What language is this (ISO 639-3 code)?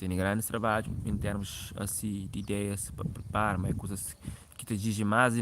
kea